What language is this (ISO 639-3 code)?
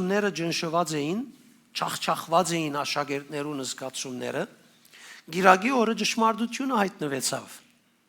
hyw